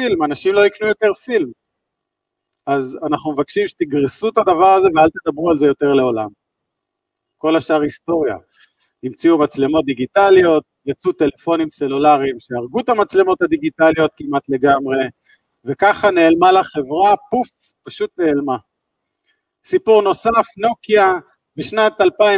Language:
Hebrew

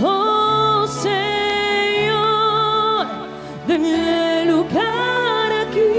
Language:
Papiamento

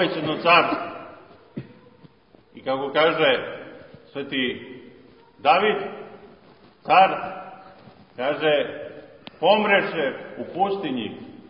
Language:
Serbian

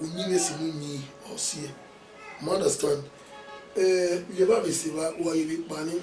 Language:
Bini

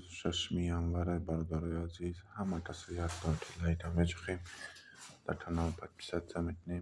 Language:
Tajik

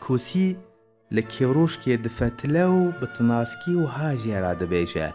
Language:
Kurdish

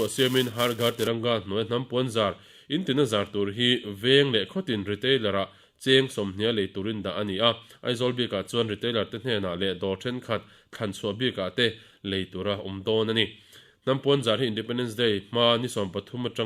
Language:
Mizo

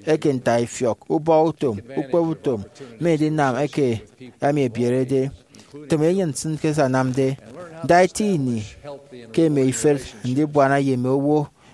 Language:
Efik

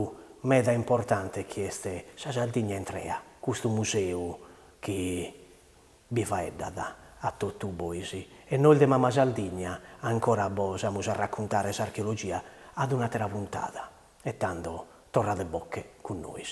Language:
Sardinian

